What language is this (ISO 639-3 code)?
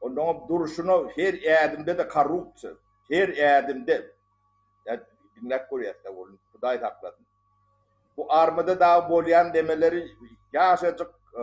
tuk